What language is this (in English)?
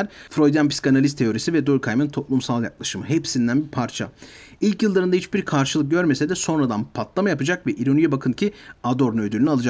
Turkish